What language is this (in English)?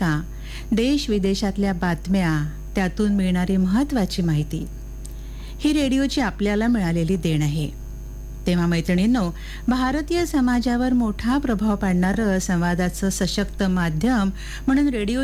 Marathi